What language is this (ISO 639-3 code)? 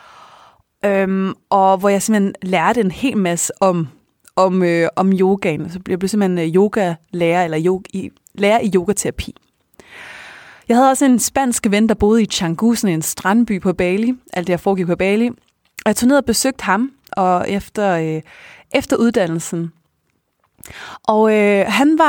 dan